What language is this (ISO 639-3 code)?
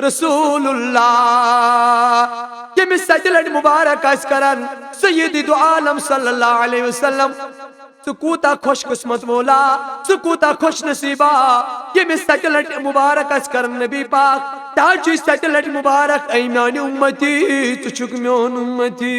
kas